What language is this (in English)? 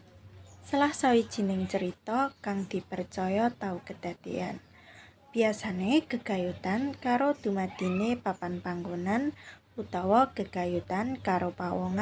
Javanese